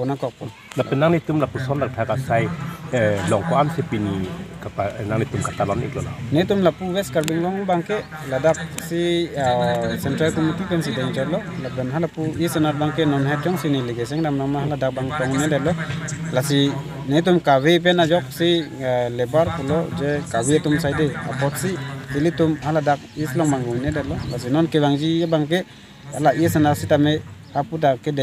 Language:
Karbi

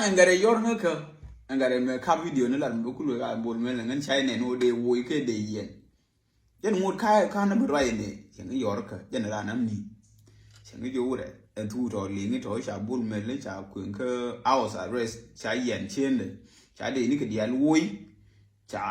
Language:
Nuer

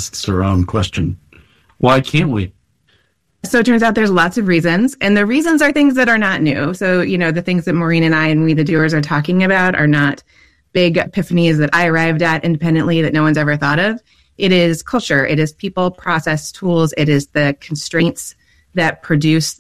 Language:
English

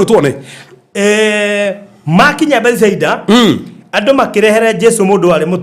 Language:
Kikuyu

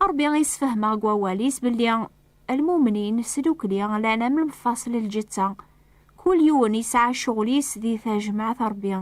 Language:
Kabyle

